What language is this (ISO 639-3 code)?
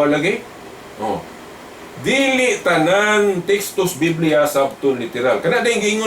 ceb